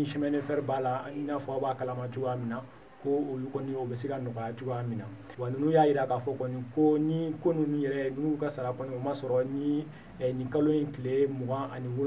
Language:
Bambara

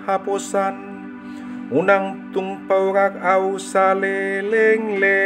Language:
Batak Toba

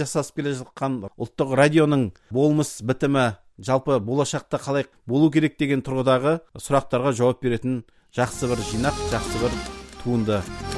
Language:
Kazakh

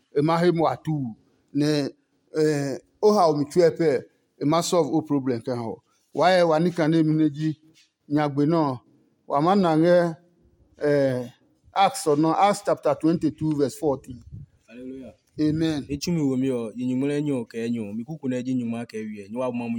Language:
Adangme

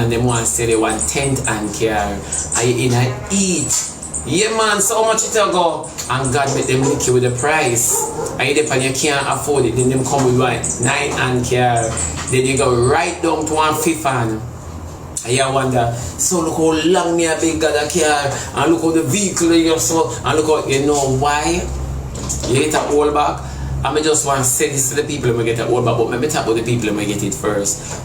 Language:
Jamaican Creole English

